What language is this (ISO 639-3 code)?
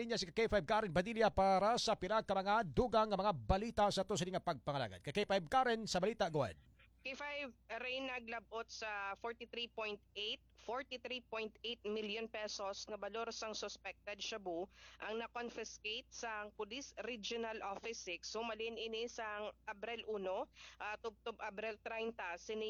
hil